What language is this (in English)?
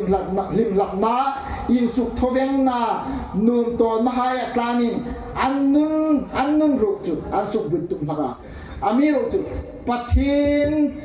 Hmar